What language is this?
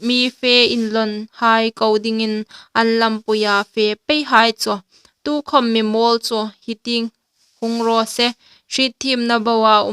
Hmar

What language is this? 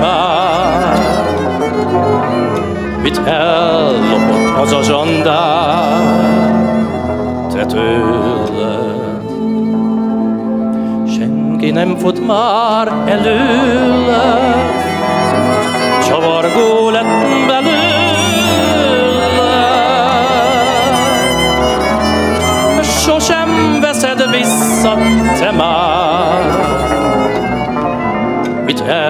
Hungarian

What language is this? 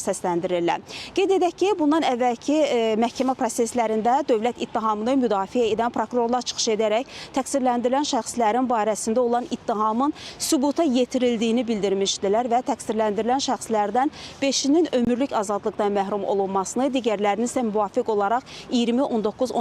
Azerbaijani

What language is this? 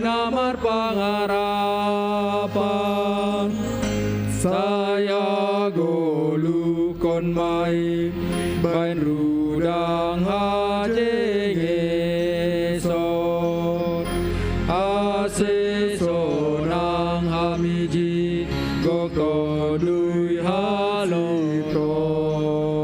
Batak Simalungun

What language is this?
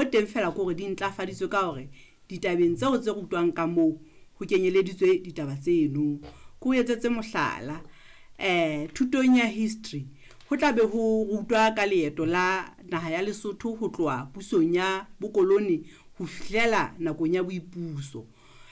Southern Sotho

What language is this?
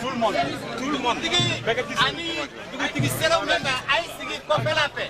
Bambara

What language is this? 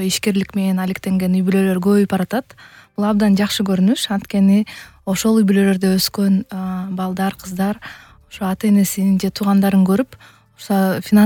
Kyrgyz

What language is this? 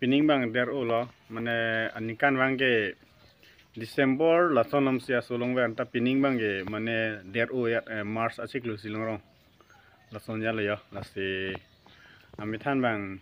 Karbi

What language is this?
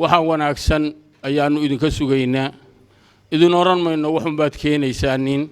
Somali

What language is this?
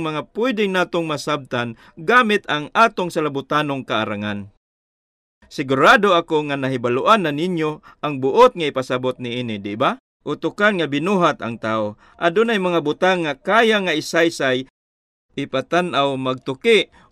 Cebuano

